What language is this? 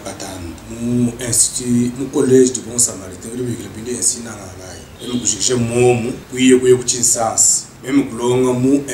Luba-Lulua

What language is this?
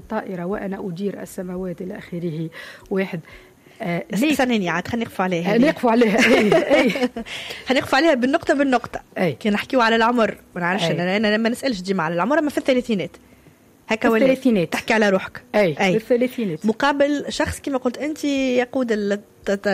Tunisian Arabic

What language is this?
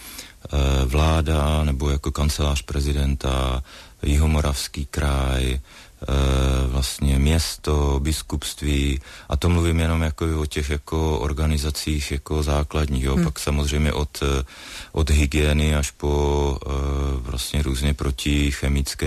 Czech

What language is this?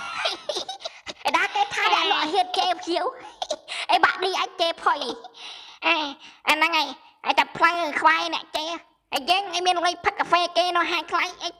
Khmer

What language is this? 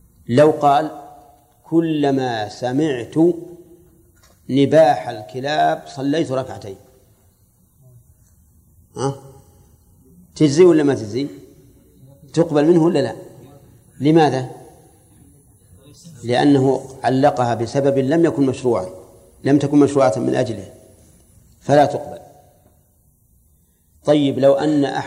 Arabic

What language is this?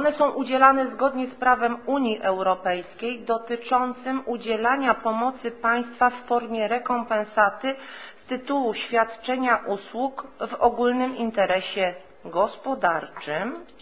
Polish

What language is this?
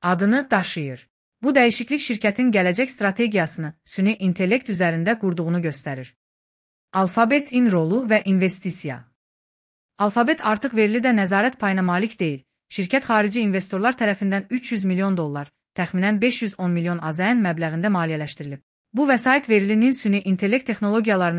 Azerbaijani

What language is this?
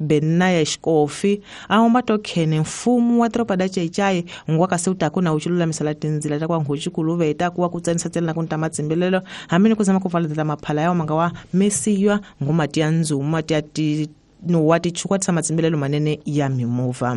Tsonga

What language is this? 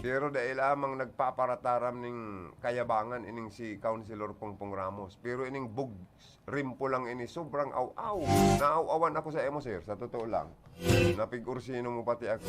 Bikol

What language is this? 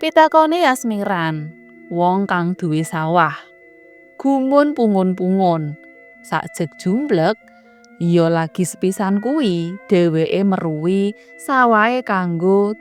Javanese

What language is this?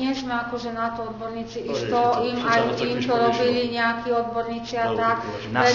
Slovak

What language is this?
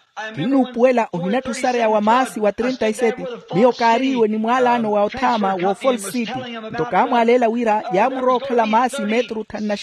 Makhuwa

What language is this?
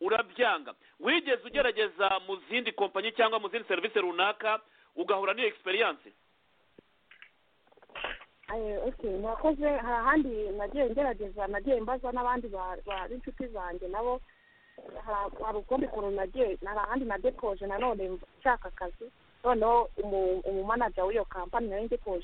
Kinyarwanda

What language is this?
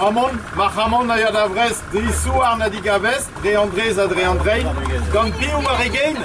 Breton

